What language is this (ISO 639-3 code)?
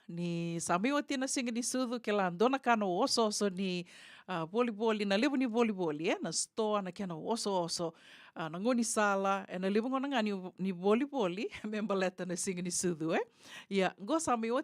fij